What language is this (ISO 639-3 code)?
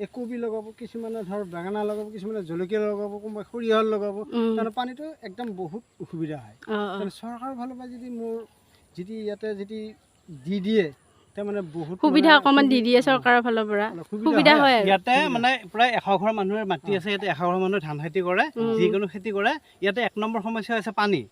asm